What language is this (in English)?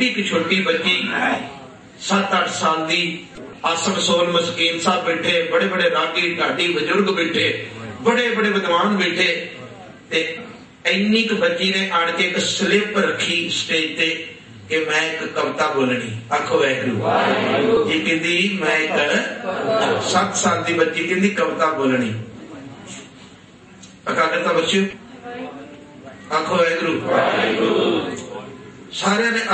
Punjabi